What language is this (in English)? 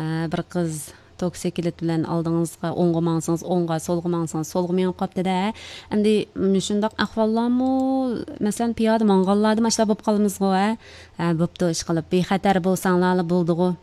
Uyghur